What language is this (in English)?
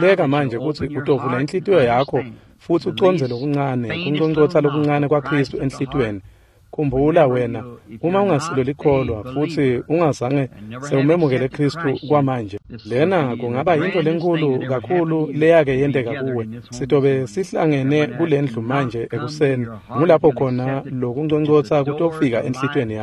Swati